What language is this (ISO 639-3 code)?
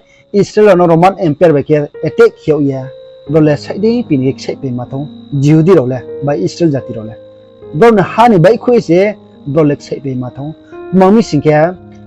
ria